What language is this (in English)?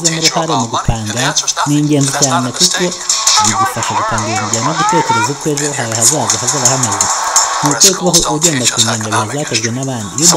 Kinyarwanda